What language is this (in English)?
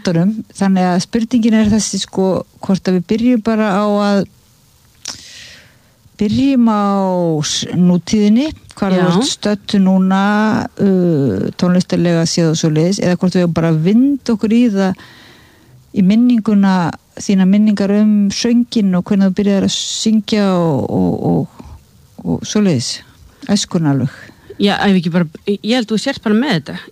Icelandic